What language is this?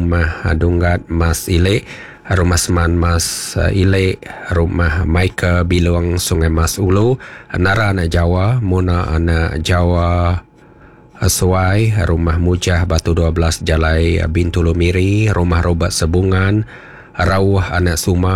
Iban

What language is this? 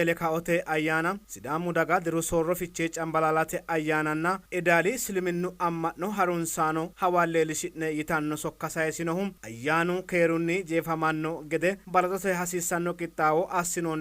Sidamo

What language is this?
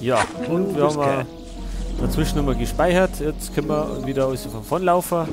Bavarian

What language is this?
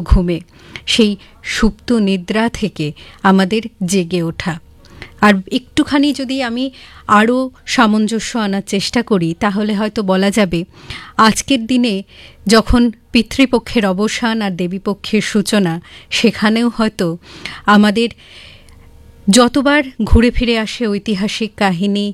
Bangla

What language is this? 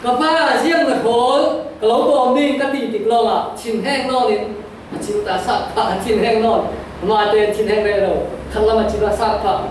Falam Chin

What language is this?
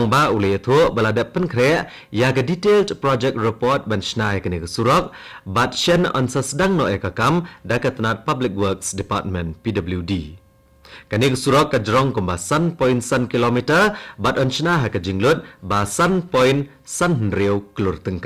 Khasi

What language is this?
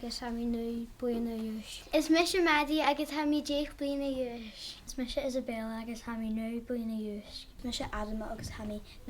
Scottish Gaelic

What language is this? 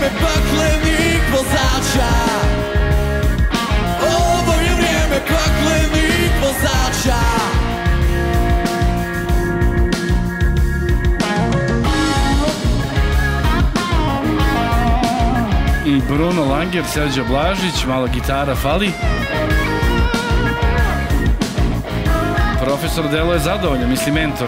Serbian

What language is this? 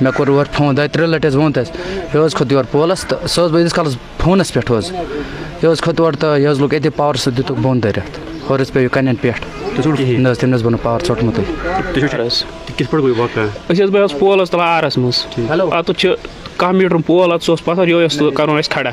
Kashmiri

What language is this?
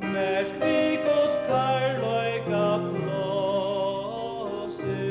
Faroese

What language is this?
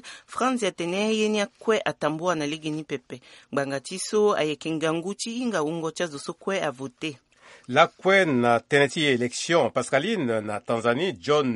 Sango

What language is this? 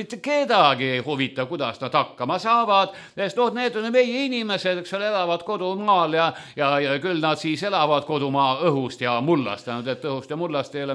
Estonian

